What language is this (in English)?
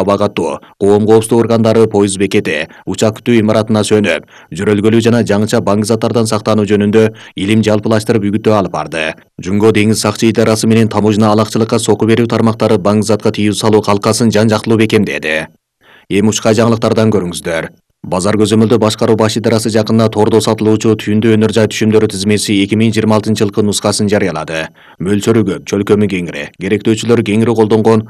Kyrgyz